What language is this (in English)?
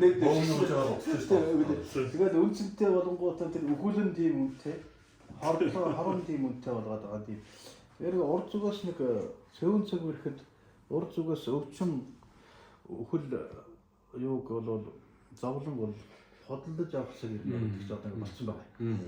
Mongolian